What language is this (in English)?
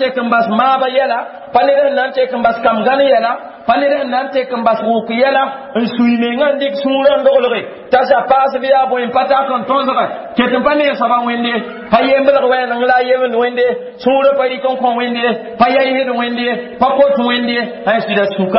Mossi